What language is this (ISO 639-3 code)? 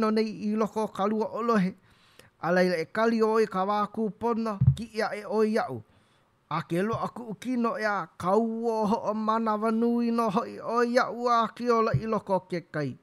haw